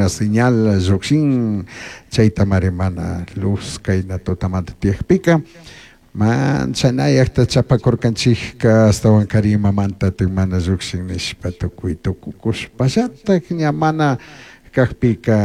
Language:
Chimborazo Highland Quichua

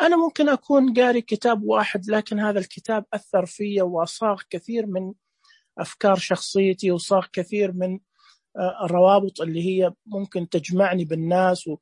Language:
Najdi Arabic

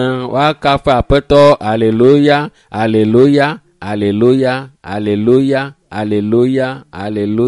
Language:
Ewe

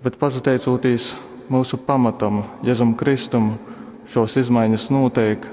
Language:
Latgalian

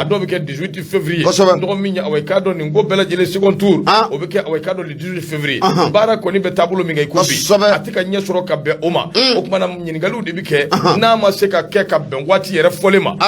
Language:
Bambara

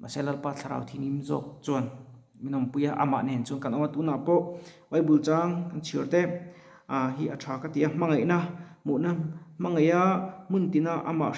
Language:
Mizo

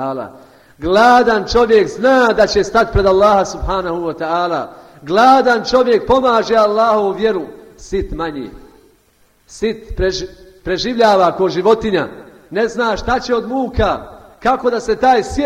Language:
Bosnian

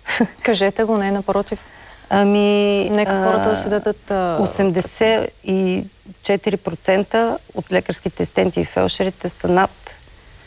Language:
Bulgarian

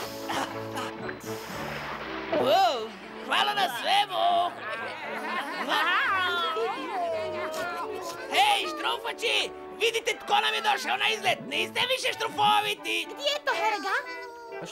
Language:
Croatian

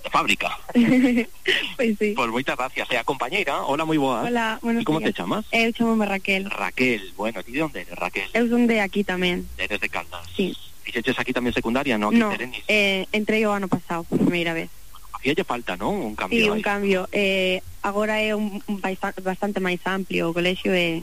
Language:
Galician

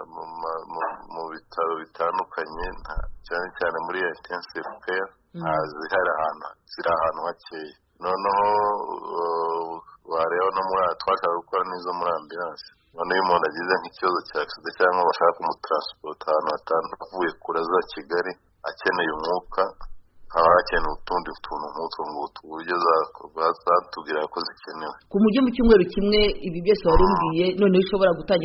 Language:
Kinyarwanda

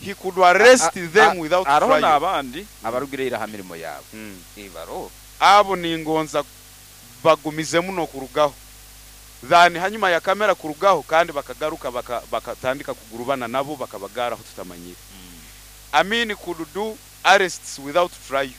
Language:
Nyoro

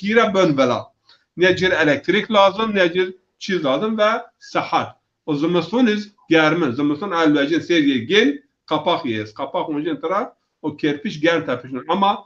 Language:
Zaza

